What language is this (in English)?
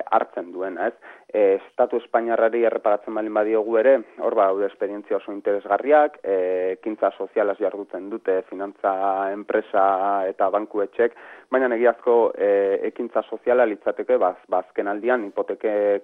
Basque